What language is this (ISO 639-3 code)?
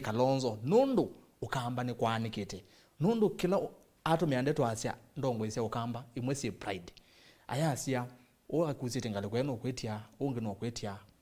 kam